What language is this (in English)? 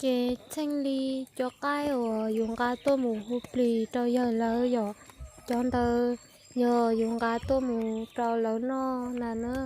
Hmong